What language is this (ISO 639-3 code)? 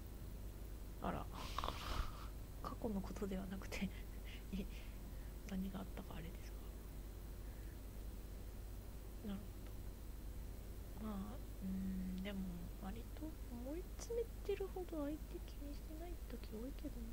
jpn